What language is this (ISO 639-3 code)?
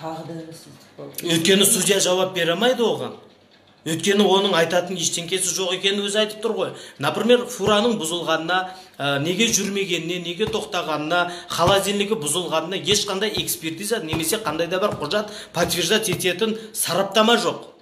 kaz